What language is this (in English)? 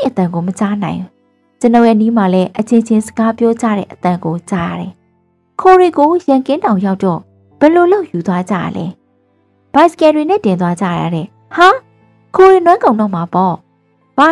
Burmese